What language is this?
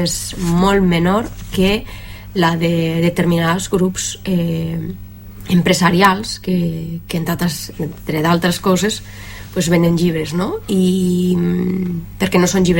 Catalan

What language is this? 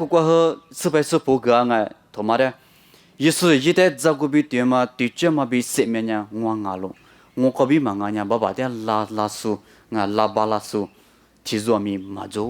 Lisu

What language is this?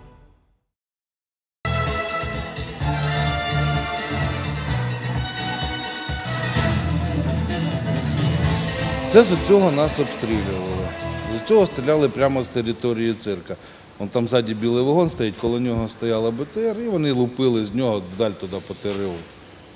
Ukrainian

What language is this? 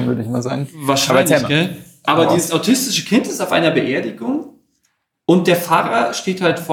German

